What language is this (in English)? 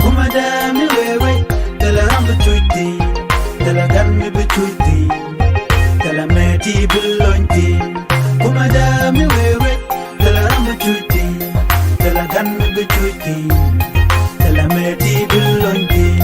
Nuer